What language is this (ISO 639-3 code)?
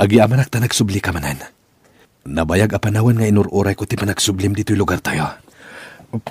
ilo